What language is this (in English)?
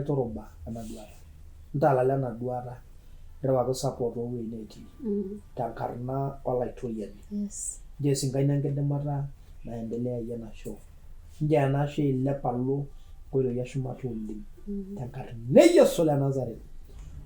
Masai